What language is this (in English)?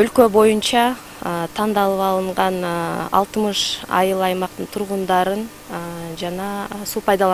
Kyrgyz